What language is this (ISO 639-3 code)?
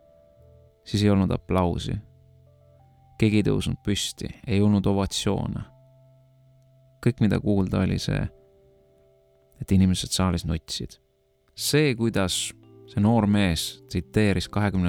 est